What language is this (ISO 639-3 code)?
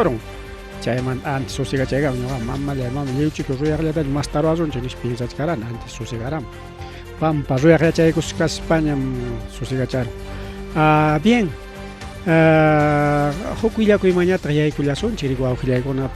quy